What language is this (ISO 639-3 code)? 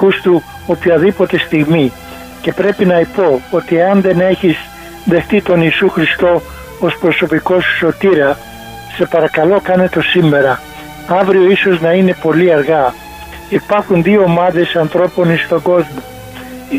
ell